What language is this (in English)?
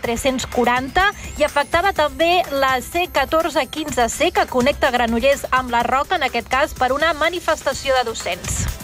Catalan